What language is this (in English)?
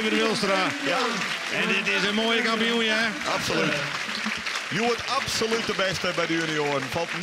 Western Frisian